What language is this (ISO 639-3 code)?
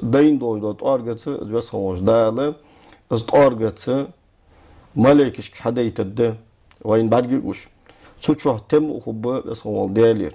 inh